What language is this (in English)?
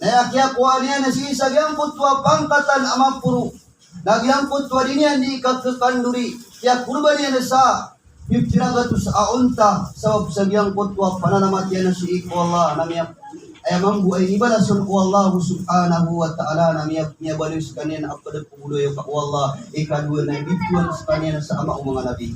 Maranao